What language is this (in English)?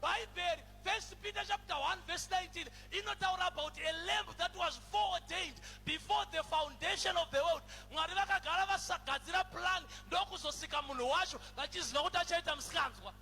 Shona